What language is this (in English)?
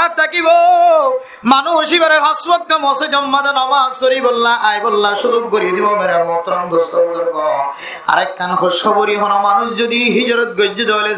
Rohingya